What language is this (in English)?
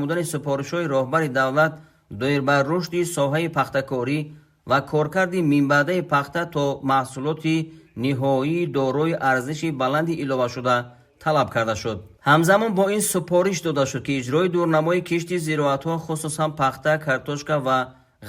Tajik